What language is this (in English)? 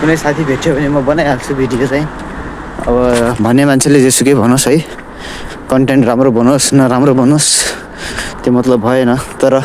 Nepali